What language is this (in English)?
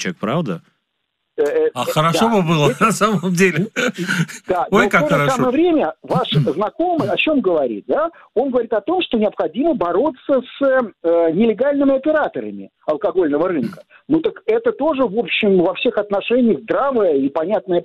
Russian